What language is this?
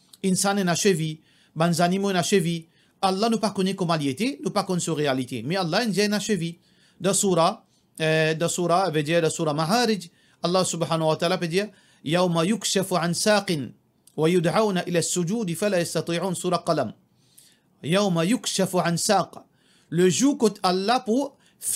Morisyen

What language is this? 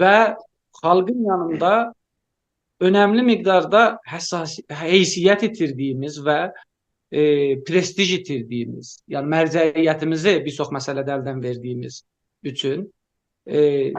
South Azerbaijani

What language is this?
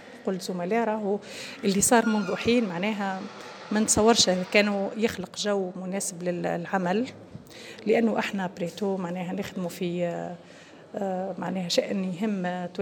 Tunisian Arabic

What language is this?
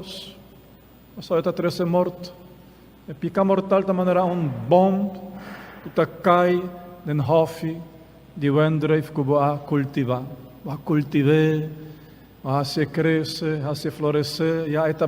Papiamento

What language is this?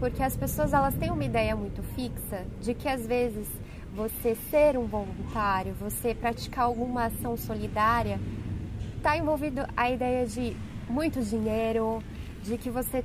Portuguese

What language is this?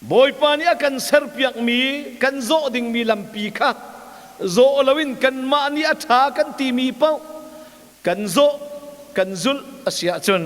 Hakha Chin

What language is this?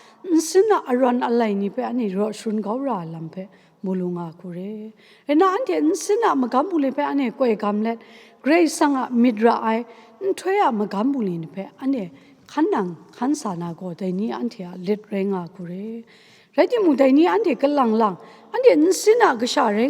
Kachin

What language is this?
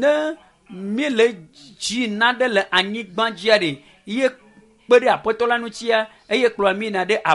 Ewe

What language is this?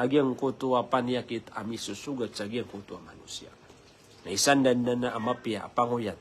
Maranao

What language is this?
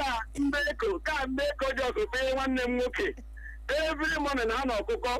Igbo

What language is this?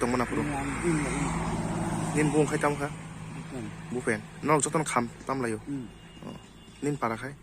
Kok Borok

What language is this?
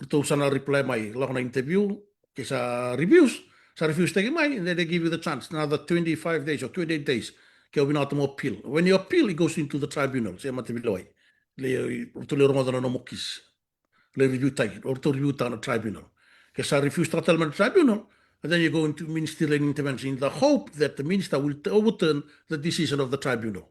Fijian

